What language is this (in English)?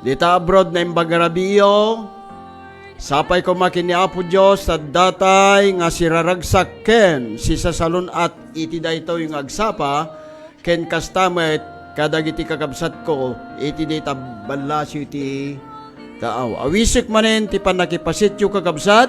Iloko